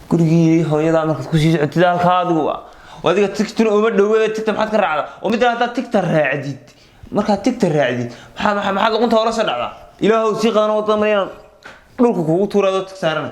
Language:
Somali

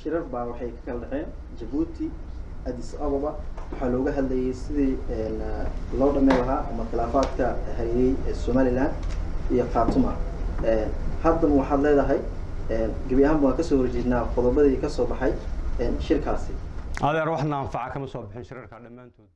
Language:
Somali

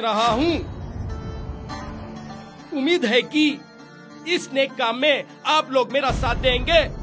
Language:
Deccan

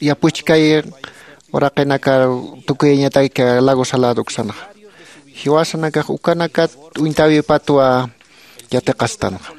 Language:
Aymara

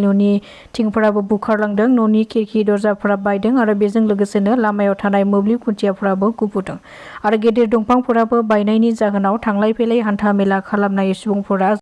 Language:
Bodo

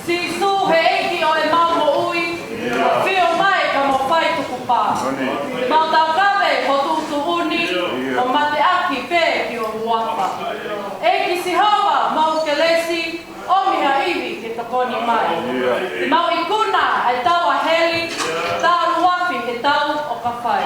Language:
Tongan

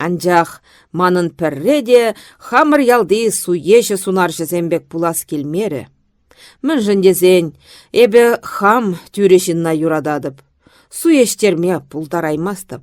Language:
Chuvash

